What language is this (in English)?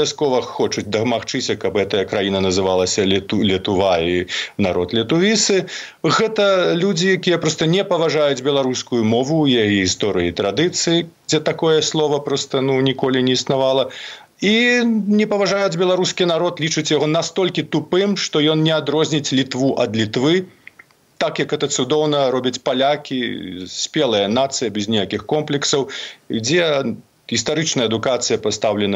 Belarusian